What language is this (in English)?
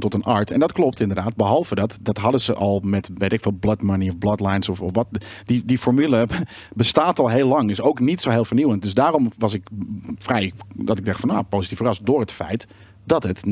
Dutch